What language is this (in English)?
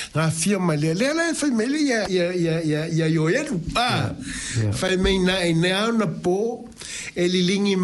Samoan